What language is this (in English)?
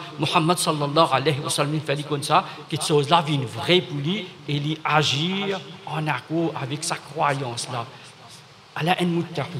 Morisyen